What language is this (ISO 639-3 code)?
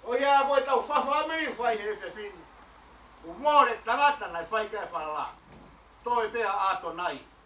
ton